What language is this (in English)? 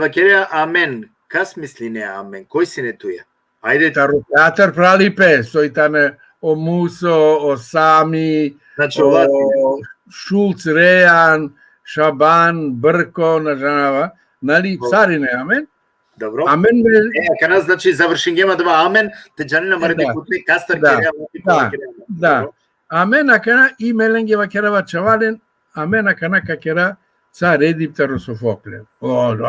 Balkan Romani